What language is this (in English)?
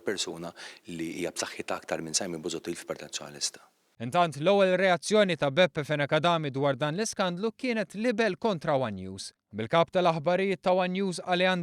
Maltese